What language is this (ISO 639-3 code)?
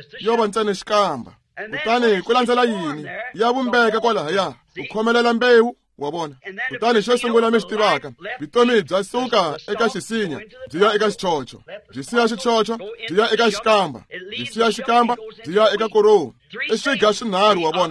tso